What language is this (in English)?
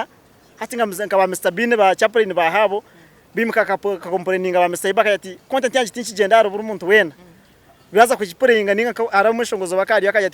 Nyankole